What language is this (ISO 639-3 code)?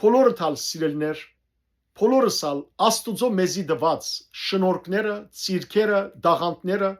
hyw